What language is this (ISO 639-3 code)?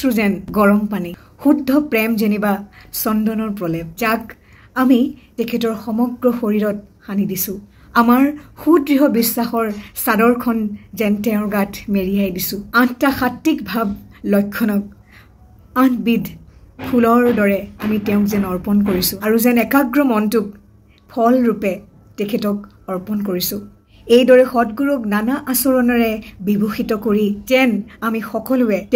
asm